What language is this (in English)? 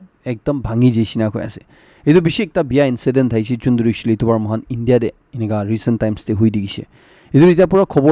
Naga Pidgin